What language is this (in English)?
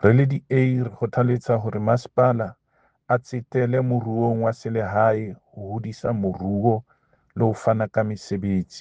Southern Sotho